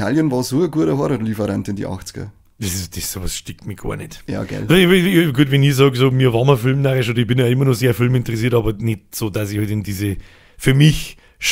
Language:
Bavarian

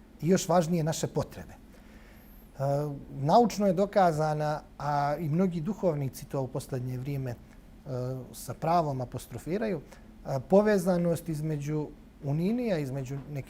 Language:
Bosnian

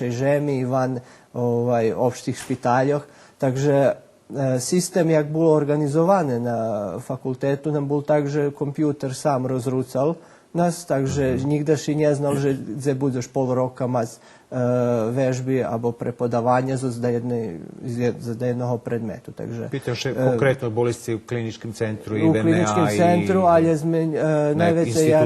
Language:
Rusyn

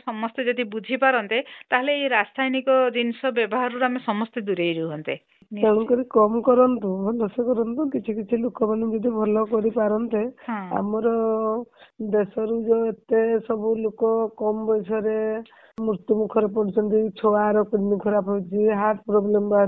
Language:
Odia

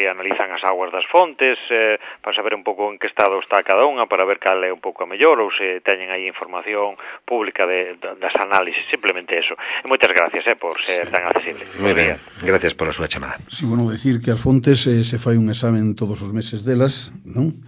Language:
Galician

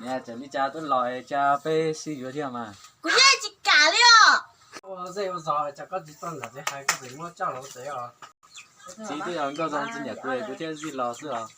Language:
Hmong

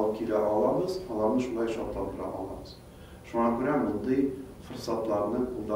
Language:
Tatar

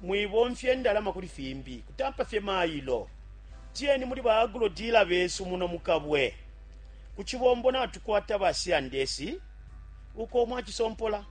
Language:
Bemba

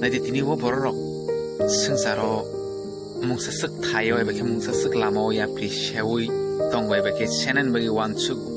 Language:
Kok Borok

